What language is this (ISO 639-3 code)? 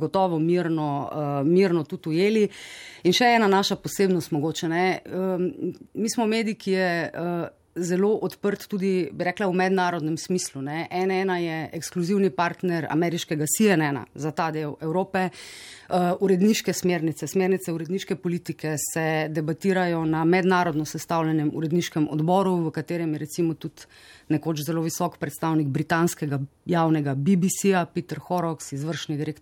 slv